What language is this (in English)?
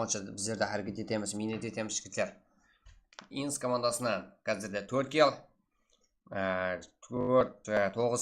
Kara-Kalpak